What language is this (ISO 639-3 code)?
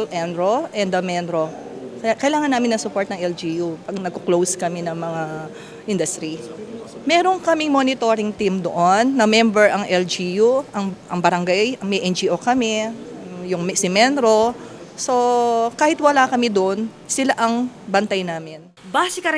pam